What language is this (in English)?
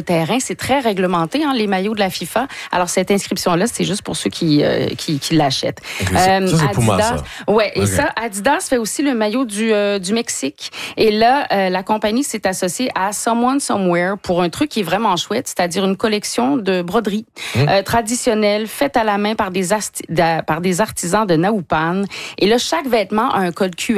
French